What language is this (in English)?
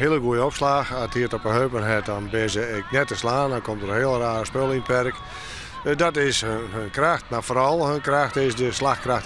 Western Frisian